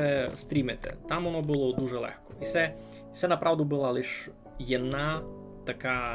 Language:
Rusyn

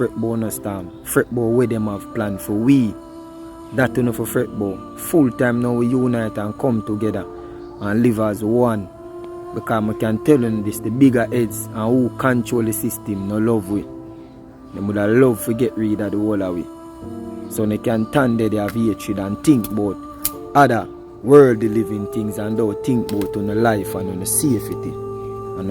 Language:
Jamaican Creole English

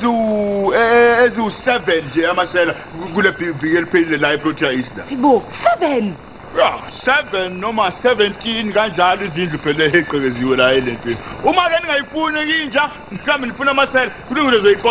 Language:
Zulu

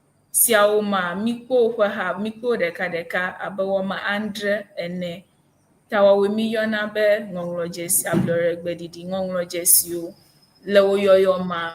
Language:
Ewe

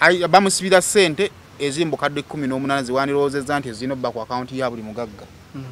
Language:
Ganda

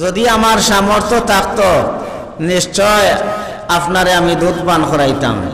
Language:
Sylheti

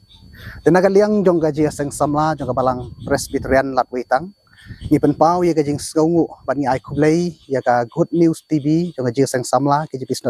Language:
Khasi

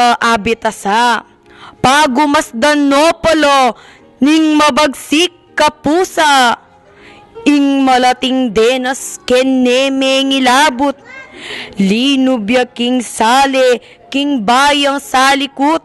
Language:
Pampanga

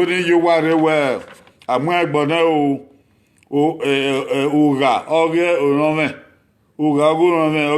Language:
Bini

